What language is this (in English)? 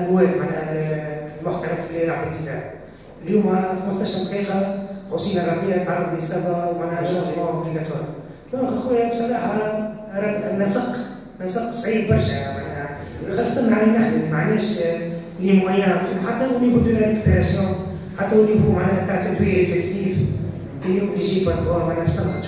Tunisian Arabic